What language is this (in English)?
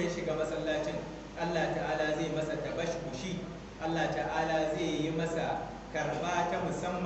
Hausa